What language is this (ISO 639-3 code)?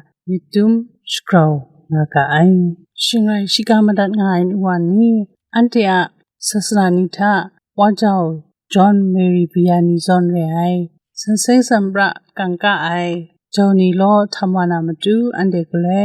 kac